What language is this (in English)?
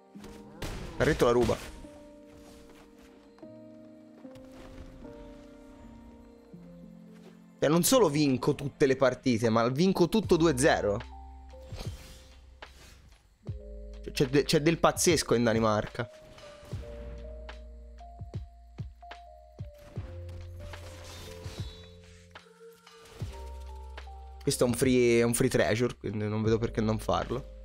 Italian